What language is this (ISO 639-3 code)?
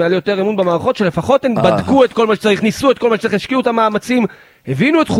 heb